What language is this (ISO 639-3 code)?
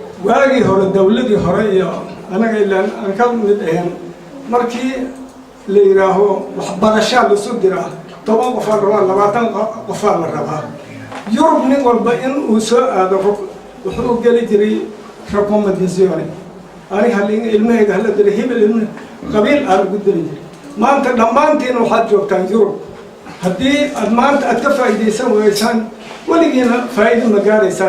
som